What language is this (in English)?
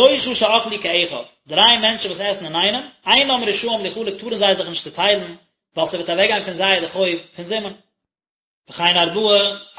Yiddish